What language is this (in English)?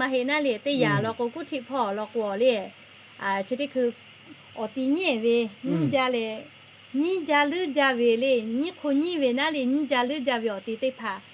Lahu